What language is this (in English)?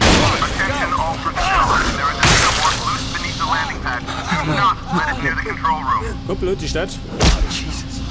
Bavarian